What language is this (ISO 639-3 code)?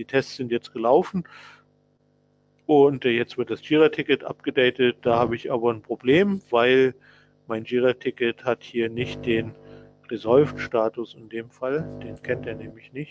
deu